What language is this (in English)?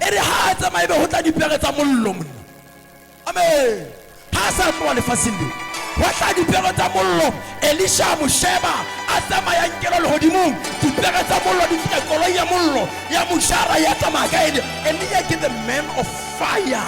Southern Sotho